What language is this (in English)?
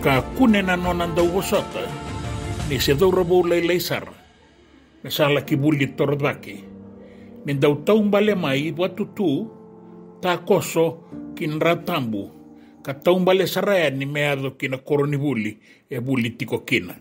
Fijian